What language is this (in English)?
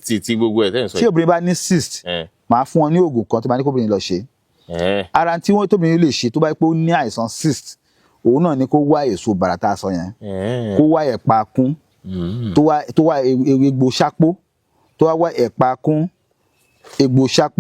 Yoruba